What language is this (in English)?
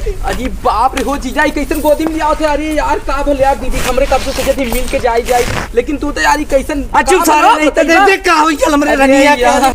Awadhi